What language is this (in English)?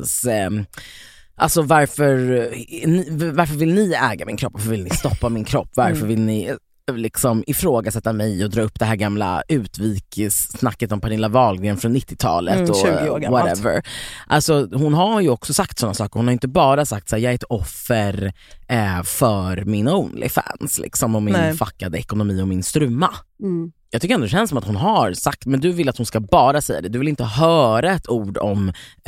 Swedish